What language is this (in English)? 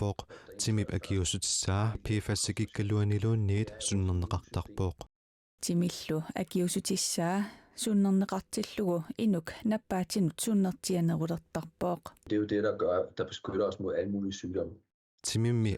Kalaallisut